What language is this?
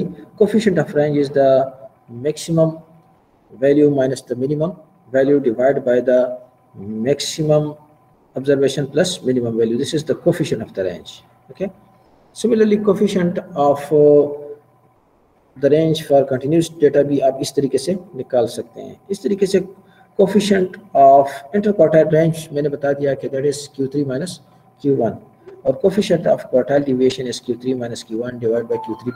Hindi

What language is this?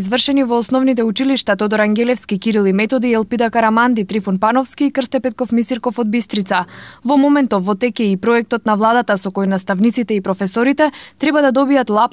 Macedonian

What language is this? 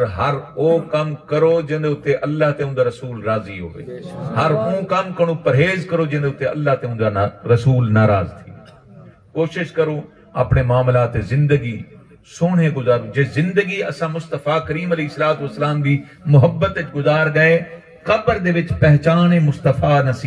Saraiki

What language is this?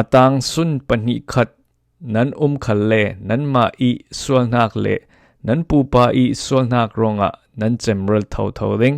Falam Chin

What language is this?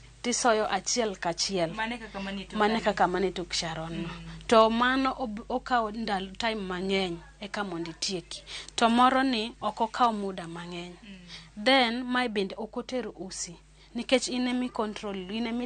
Luo (Kenya and Tanzania)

